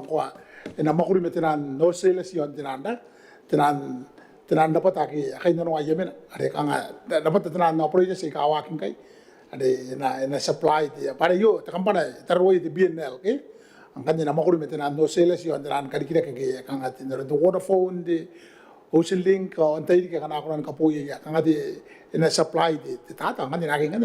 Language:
Gilbertese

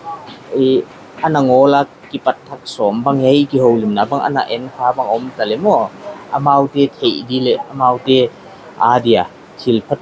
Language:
Paite Chin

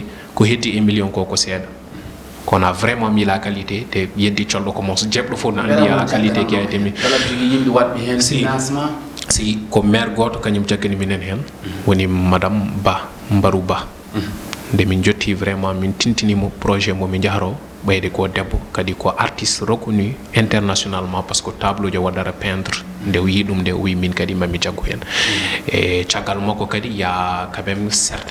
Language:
Fula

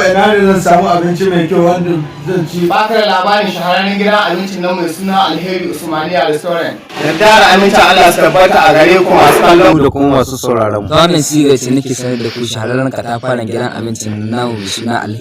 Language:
Hausa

